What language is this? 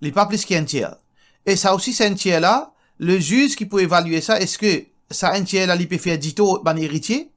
Morisyen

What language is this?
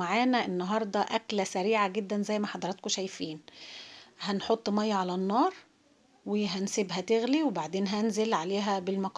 Egyptian Arabic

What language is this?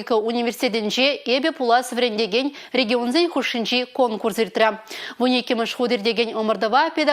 Chuvash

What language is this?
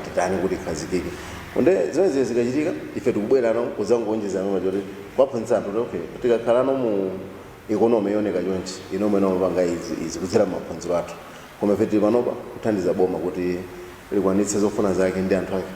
Nyanja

